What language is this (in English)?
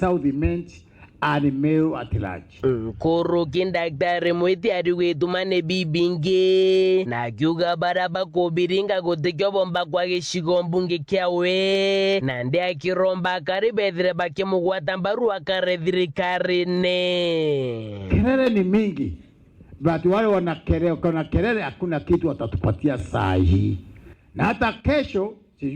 Meru